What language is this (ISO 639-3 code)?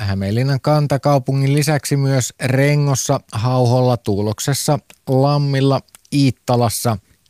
fin